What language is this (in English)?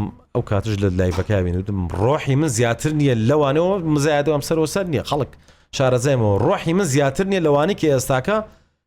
Central Kurdish